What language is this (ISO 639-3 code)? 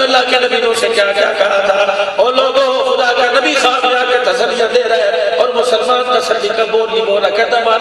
urd